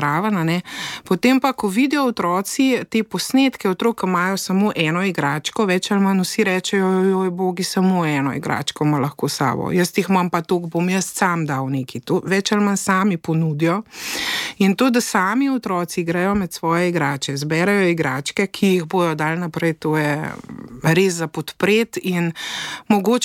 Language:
Slovenian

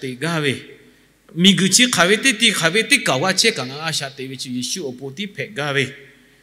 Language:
Lahu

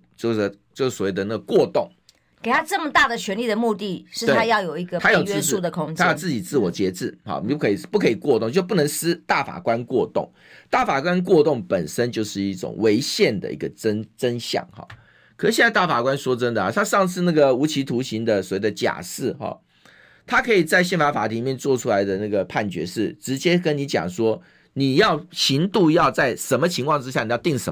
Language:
Chinese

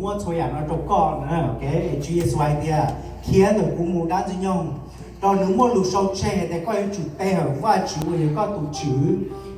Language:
Hmong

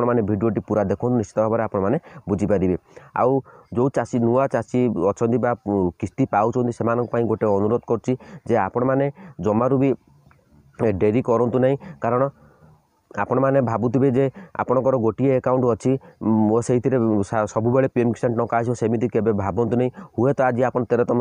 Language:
Odia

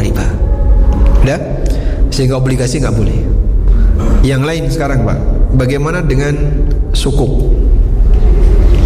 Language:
Indonesian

